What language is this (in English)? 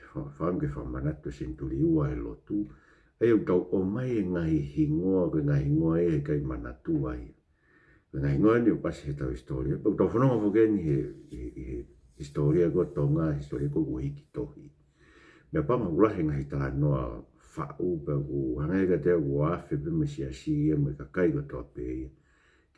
Tongan